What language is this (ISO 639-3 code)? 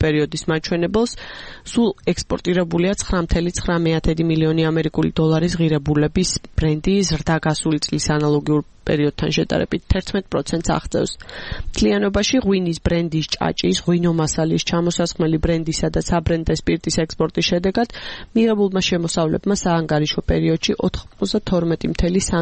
kat